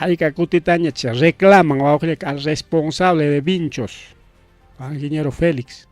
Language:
Ayacucho Quechua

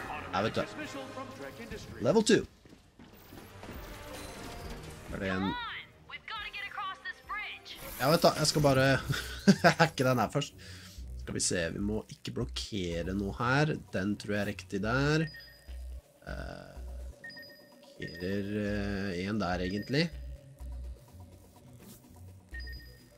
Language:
Norwegian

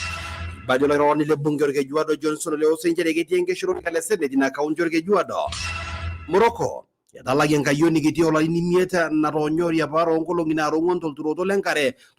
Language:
Masai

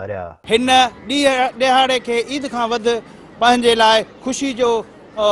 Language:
Sindhi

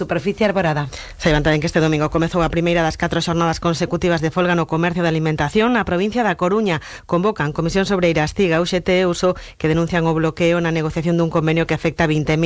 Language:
Galician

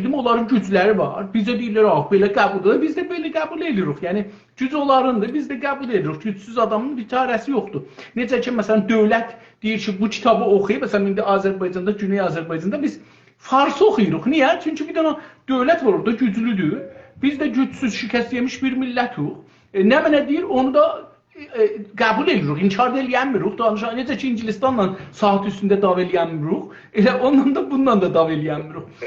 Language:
South Azerbaijani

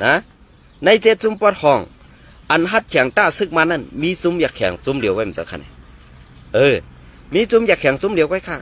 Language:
Shan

